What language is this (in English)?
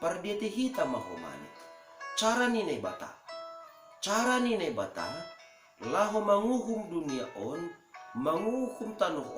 Batak Simalungun